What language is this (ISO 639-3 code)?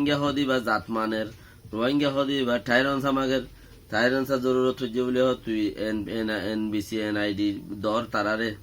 rhg